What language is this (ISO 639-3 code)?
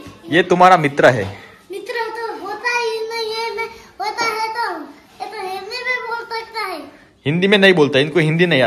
guj